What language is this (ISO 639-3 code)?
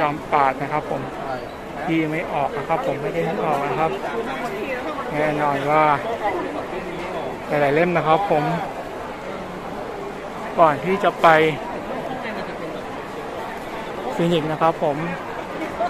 tha